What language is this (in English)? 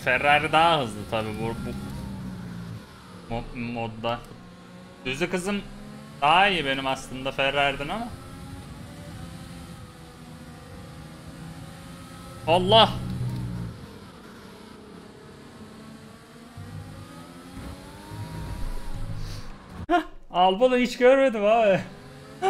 Turkish